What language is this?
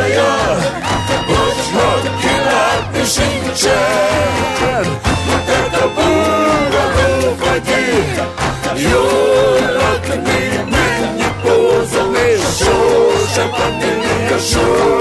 Hungarian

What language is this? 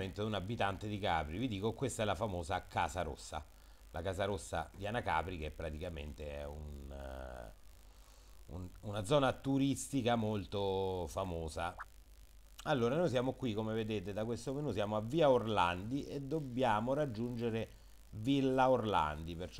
Italian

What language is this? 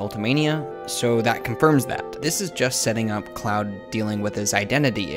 English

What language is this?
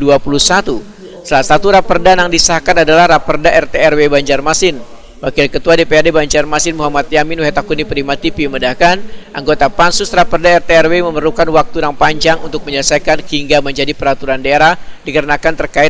Banjar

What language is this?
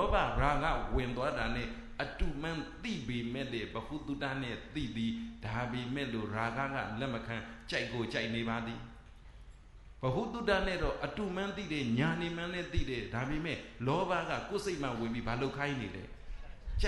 Burmese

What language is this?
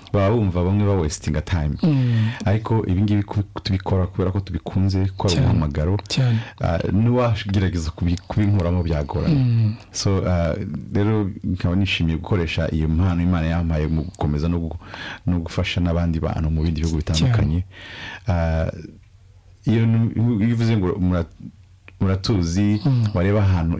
Kinyarwanda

